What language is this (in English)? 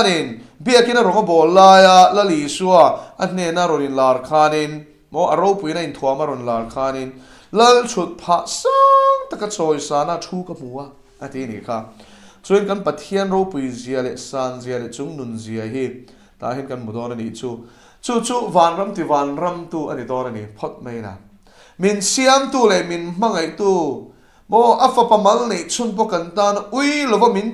Mizo